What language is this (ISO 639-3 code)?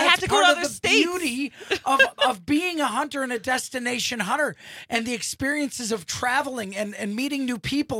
eng